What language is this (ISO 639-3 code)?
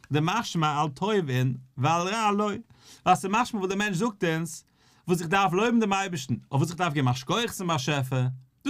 yid